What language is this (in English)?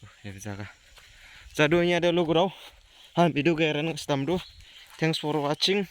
Dimasa